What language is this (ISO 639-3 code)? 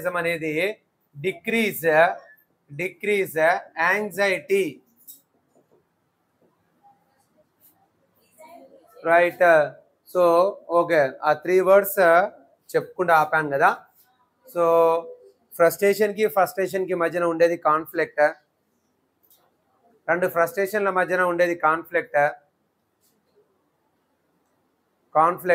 tel